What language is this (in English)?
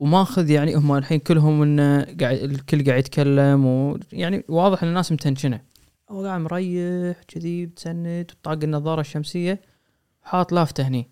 Gulf Arabic